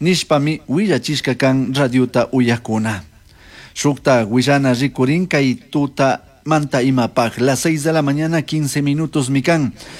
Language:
Chimborazo Highland Quichua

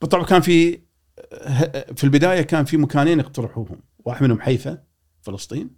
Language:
Gulf Arabic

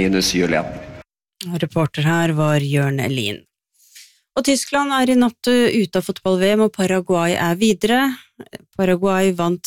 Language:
Norwegian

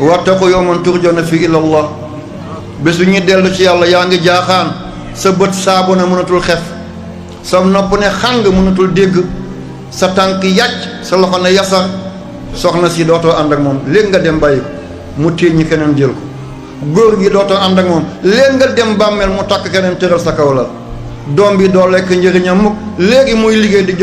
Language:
Wolof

